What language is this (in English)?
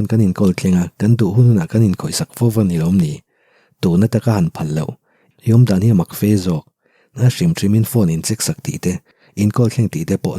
Mizo